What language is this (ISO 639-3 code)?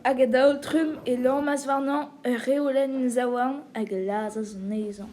bre